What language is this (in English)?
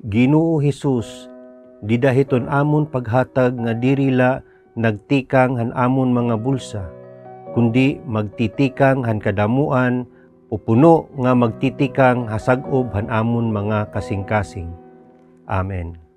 Waray